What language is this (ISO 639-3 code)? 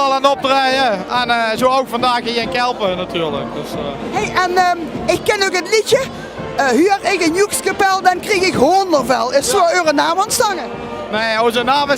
lim